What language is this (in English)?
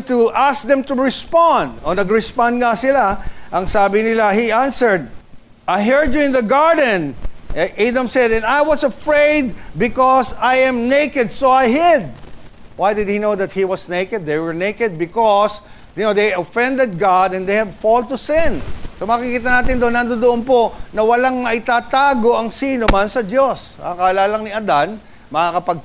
Filipino